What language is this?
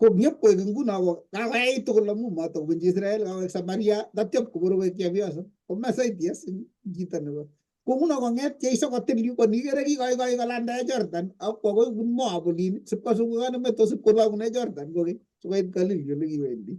Kalenjin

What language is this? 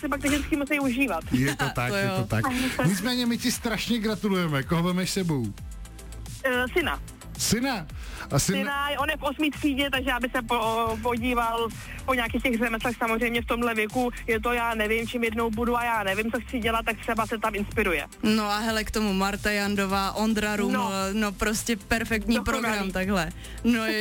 Czech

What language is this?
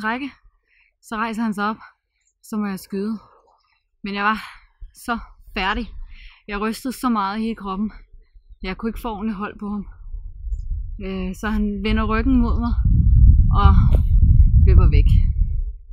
Danish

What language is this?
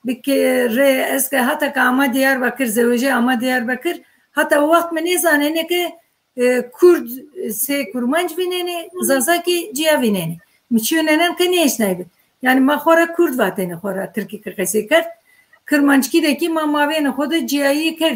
Zaza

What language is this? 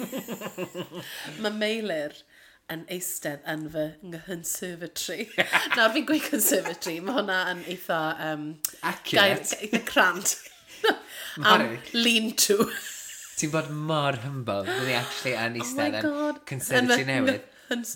Welsh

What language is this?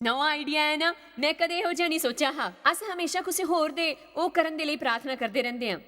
Dogri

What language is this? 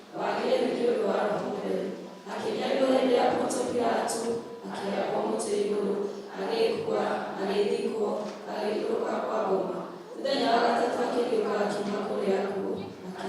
Kikuyu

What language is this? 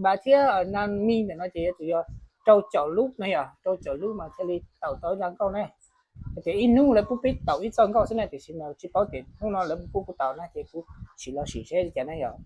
Hmong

